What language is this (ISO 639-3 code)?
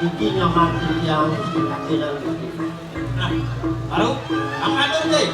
ban